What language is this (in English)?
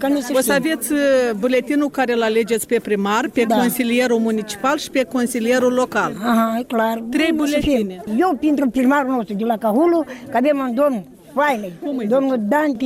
Romanian